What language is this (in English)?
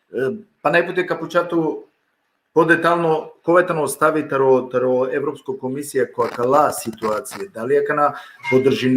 Balkan Romani